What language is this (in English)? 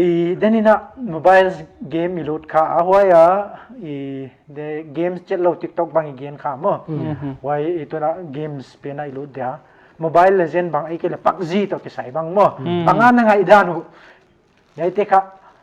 Paite Chin